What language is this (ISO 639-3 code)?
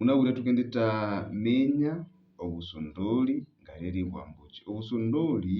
nnb